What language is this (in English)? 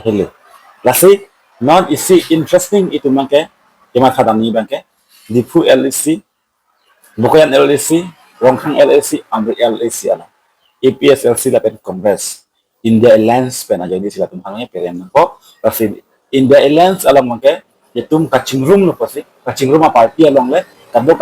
Karbi